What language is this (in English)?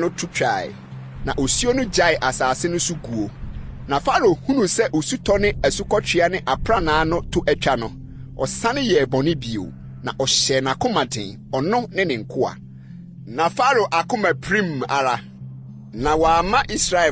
Akan